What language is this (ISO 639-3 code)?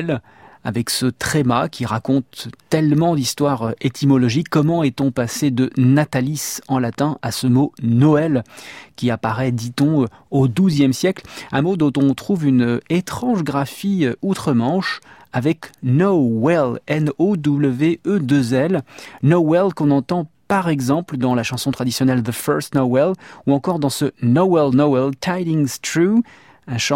fra